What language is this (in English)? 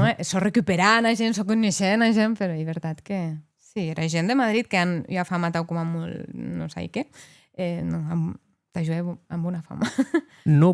Occitan